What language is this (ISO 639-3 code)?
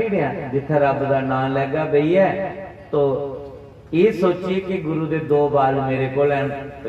doi